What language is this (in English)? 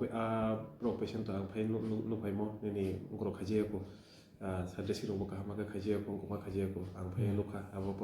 Riang (India)